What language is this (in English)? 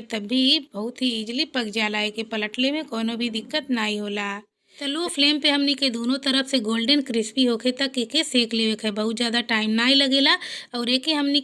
Bhojpuri